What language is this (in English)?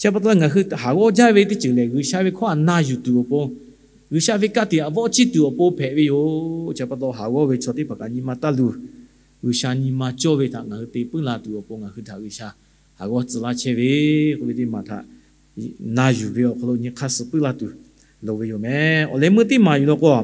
Lahu